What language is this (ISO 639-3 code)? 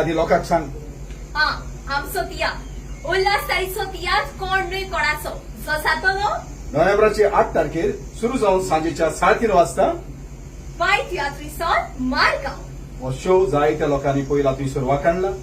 kok